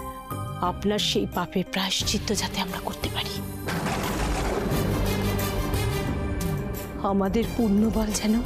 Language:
Bangla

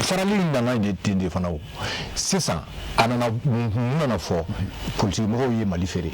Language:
Bambara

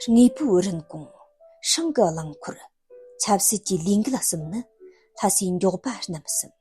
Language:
Tibetan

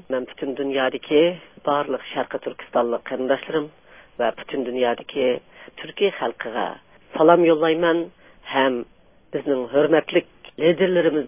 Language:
Uyghur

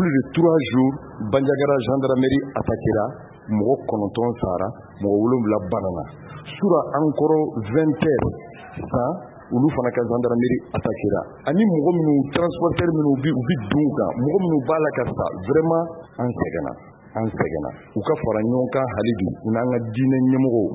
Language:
Bambara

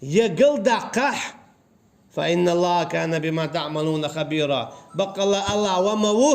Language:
Chechen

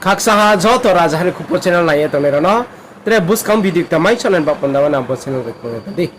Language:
Riang (India)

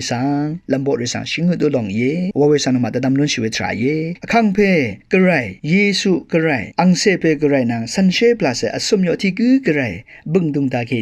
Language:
Rawang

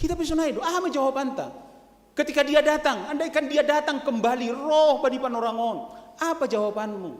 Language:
Batak Simalungun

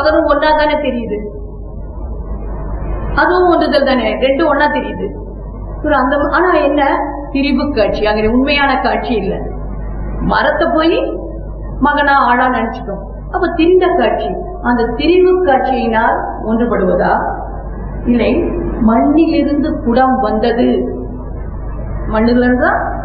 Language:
Tamil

